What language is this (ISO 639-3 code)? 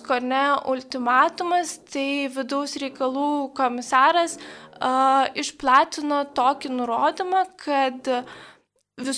lit